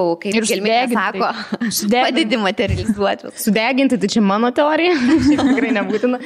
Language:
Lithuanian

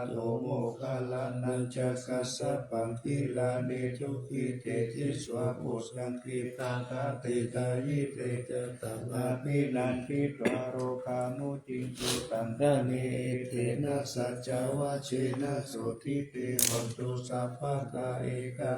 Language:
Pali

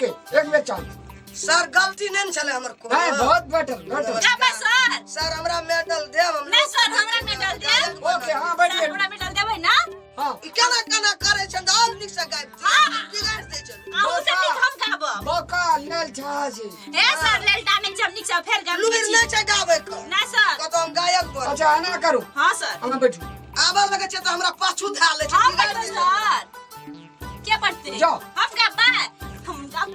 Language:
Maithili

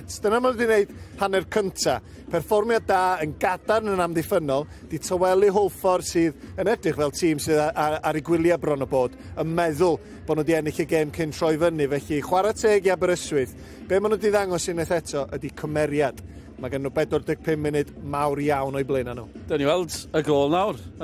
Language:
Welsh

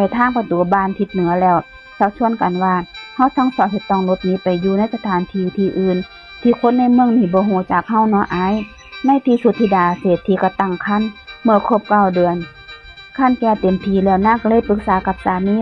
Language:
Northeastern Thai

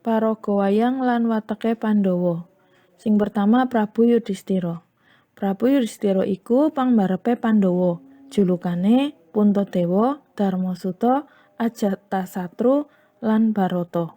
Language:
Javanese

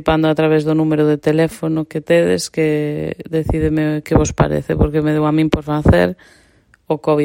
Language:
Galician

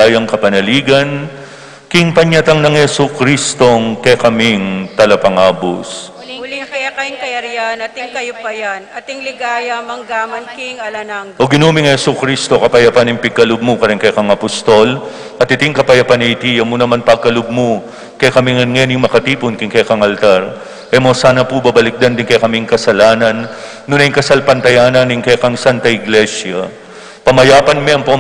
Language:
Pampanga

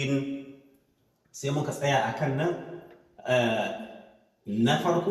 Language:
Hausa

